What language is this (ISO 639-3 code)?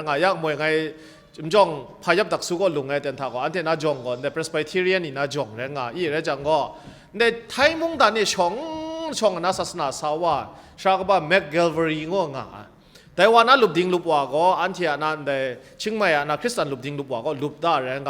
kac